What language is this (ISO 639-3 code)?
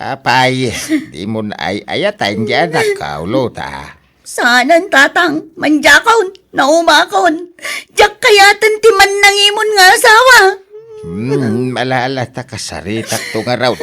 ilo